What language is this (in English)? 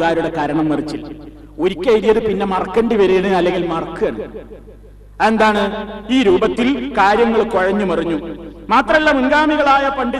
Malayalam